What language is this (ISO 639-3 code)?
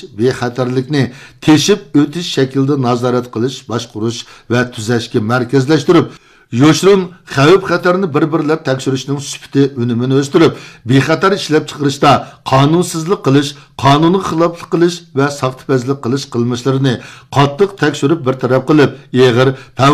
uig